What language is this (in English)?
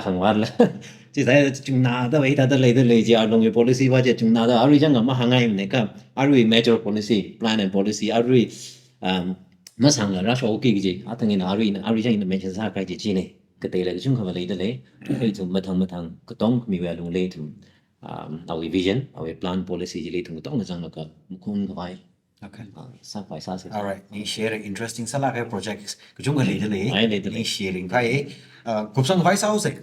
Tangkhul Naga (India)